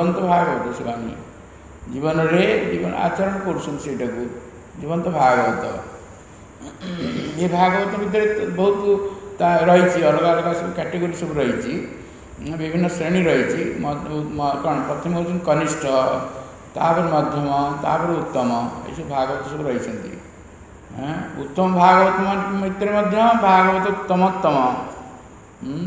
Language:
Odia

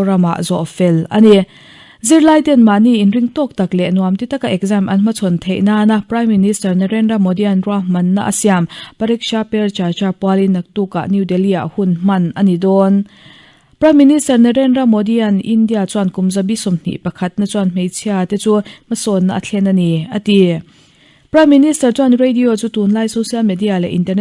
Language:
Mizo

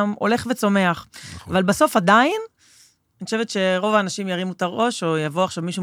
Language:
Hebrew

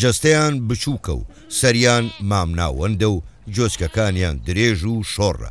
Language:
Central Kurdish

